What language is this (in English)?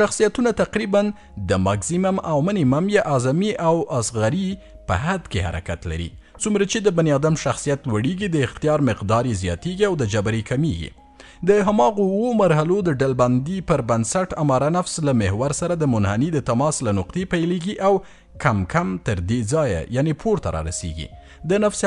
Pashto